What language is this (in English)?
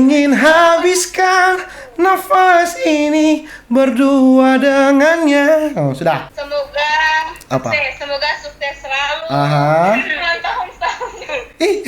Manado Malay